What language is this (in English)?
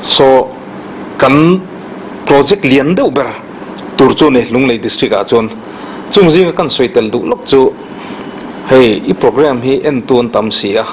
Mizo